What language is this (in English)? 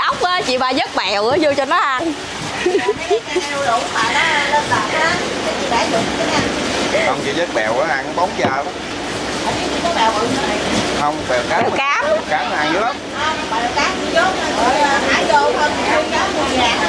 Vietnamese